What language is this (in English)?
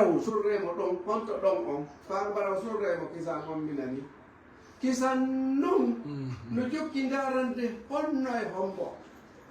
Fula